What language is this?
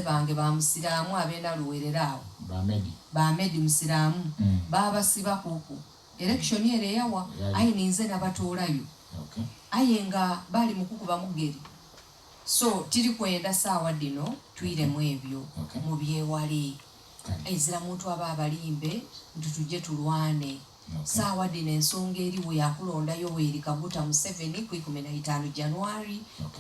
Soga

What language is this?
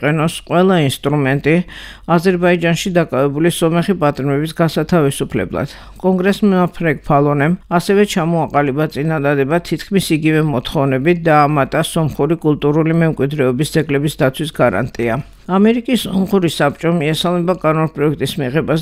Georgian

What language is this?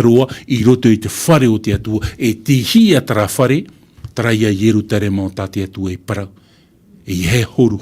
Tahitian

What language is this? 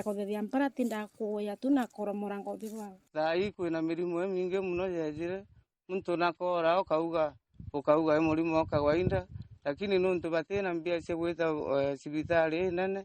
Meru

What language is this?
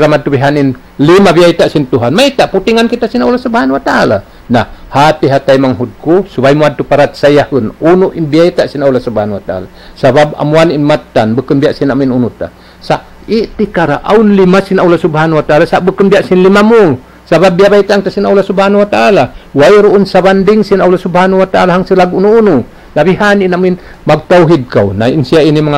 Tausug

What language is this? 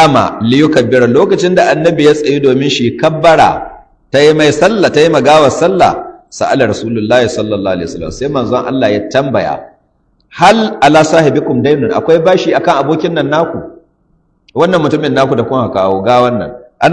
Hausa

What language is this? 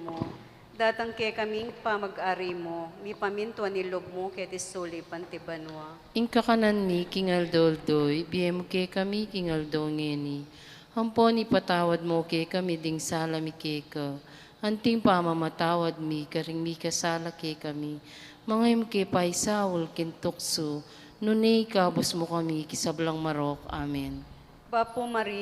Pampanga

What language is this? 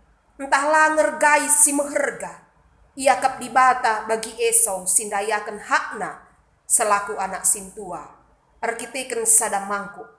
Batak Karo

